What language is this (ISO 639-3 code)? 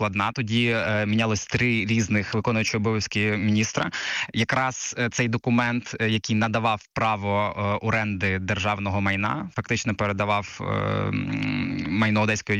ukr